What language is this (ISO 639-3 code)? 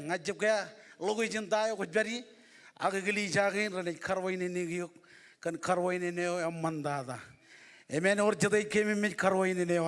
mah